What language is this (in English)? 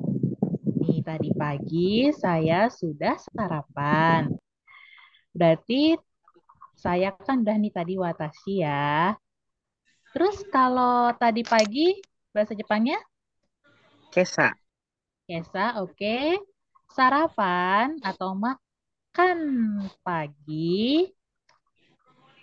Indonesian